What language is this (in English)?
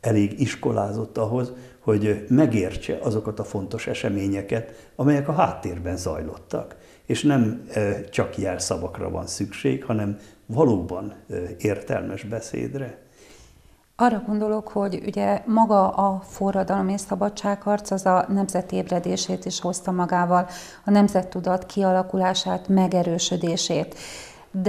Hungarian